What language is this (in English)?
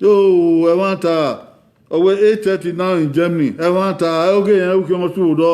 Bini